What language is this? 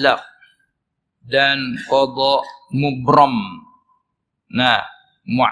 Malay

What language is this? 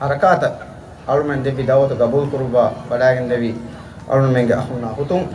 Divehi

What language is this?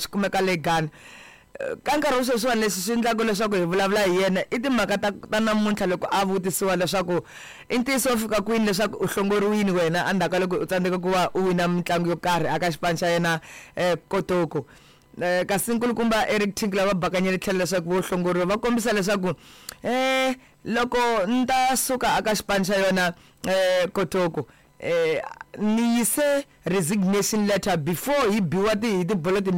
Tsonga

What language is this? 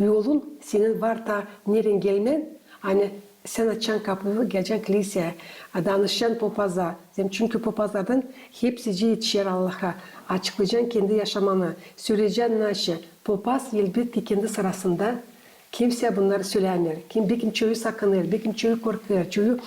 Gagauz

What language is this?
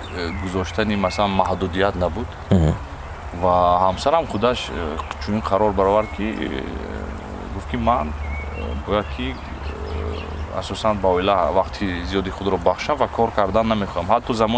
Tajik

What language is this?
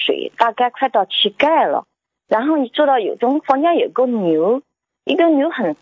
Chinese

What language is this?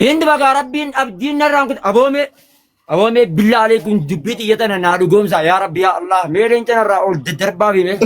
Oromo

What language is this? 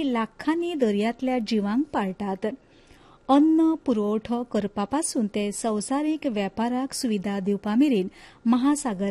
Konkani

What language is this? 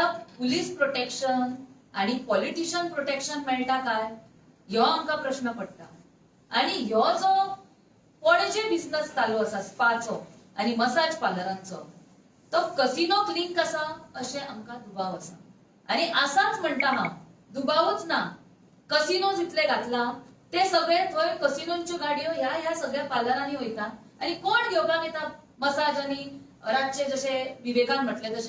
Konkani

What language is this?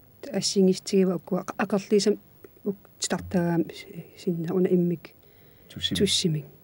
Kalaallisut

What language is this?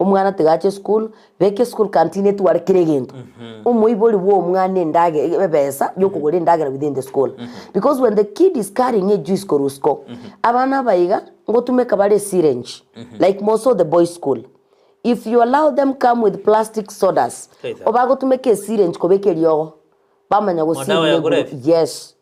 Gusii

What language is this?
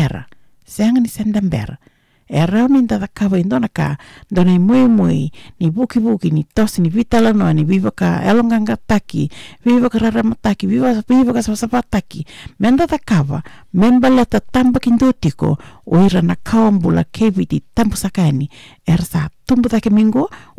Fijian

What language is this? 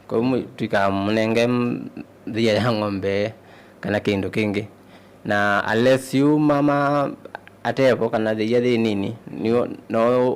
Kamba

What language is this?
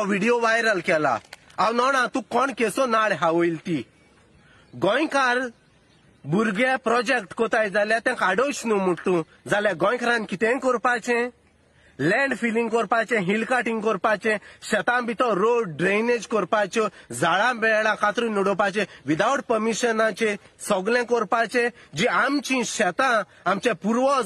Konkani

